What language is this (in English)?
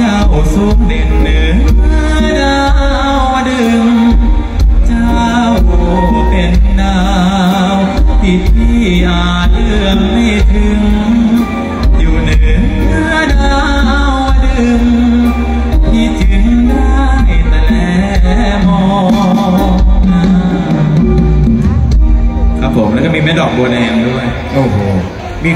Thai